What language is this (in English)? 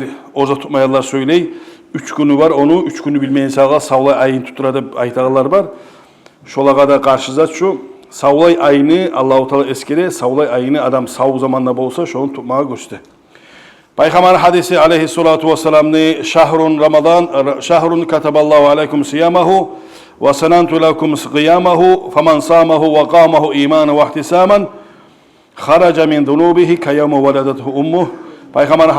Kumyk